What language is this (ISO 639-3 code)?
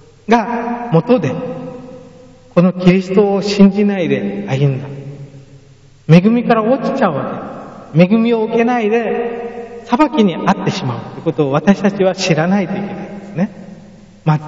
jpn